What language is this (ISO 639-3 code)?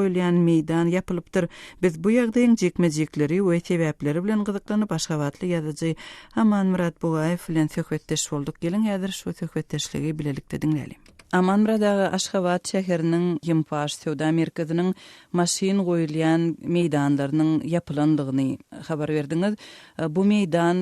tuk